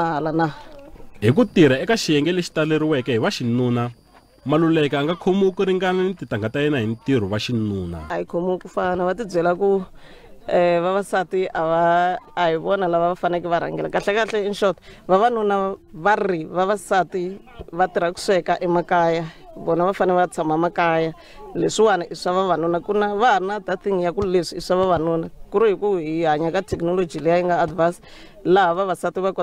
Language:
Tsonga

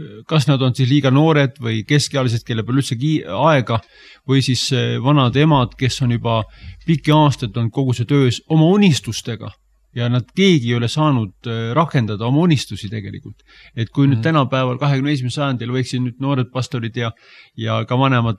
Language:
Estonian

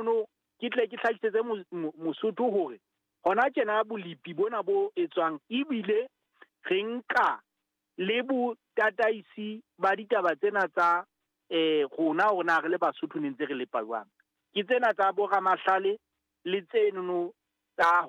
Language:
Southern Sotho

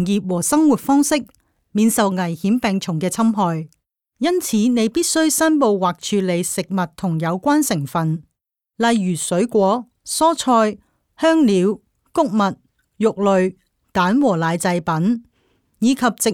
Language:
Cantonese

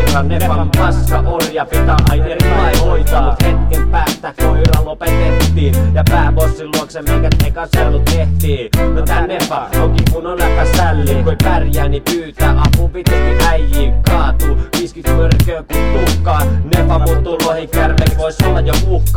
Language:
Finnish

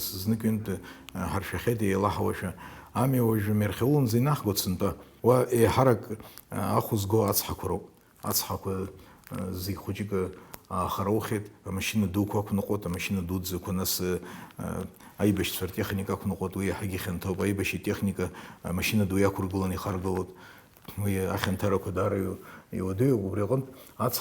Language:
Abkhazian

